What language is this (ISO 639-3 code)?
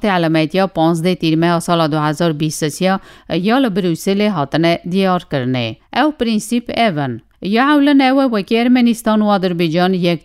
kur